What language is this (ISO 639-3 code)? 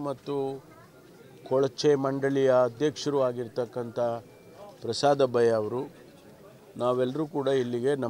kan